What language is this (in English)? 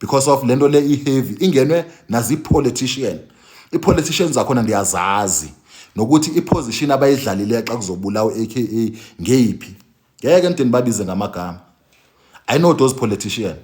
Zulu